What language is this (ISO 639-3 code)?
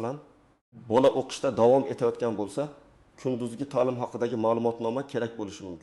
uzb